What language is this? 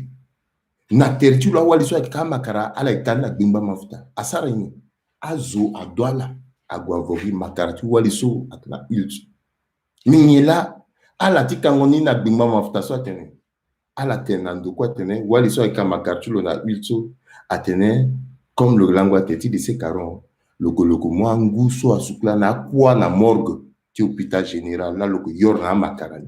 Sango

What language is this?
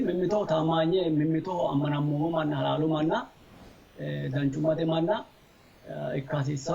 Sidamo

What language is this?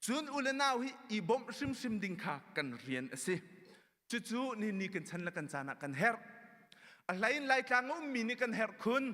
Hakha Chin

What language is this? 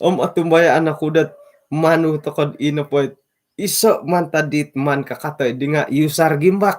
Central Dusun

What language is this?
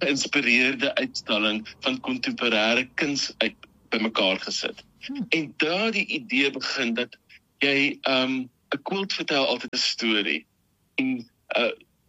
Afrikaans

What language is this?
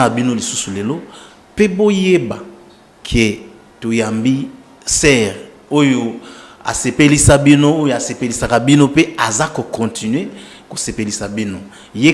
Lingala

